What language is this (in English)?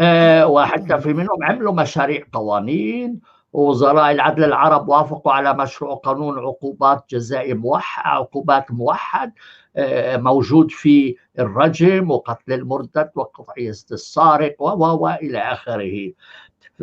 North Levantine Arabic